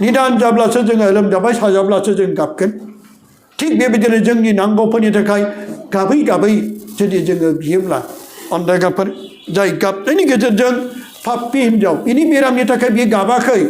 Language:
Bodo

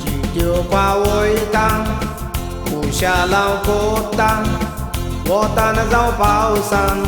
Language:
Konkani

